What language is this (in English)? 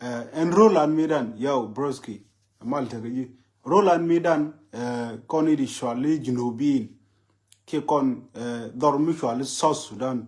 Nuer